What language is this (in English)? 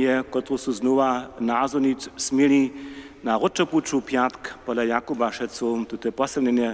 Upper Sorbian